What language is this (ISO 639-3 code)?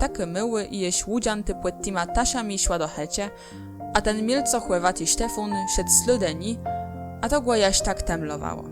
csb